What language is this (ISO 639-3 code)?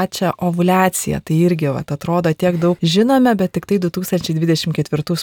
lit